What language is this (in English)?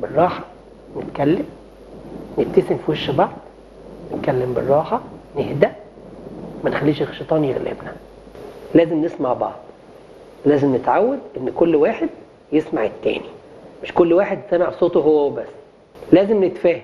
Egyptian Arabic